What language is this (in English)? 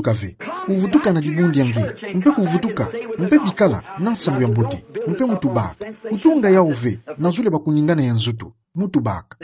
Kituba (Democratic Republic of Congo)